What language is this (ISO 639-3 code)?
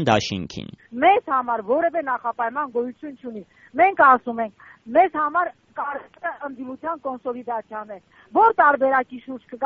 hye